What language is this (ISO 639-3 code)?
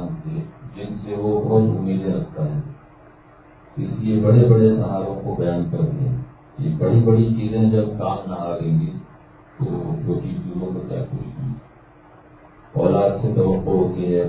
urd